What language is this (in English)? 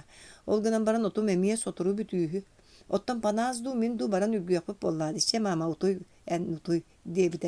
Yakut